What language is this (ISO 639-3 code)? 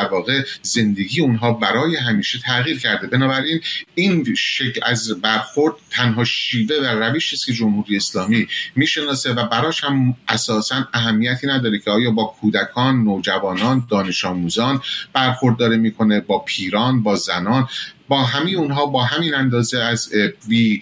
fas